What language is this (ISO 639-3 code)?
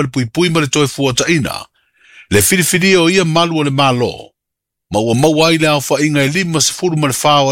smo